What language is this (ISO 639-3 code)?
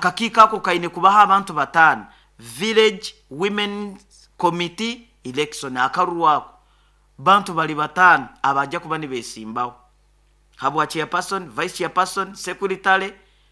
nyo